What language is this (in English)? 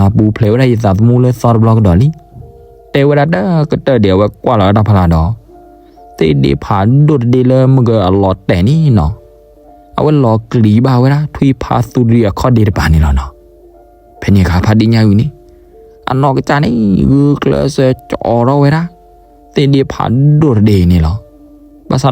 S'gaw Karen